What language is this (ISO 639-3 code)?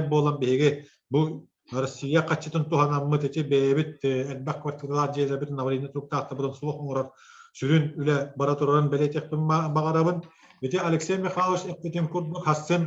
sah